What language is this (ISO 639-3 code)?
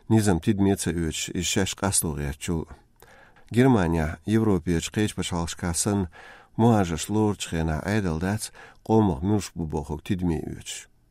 che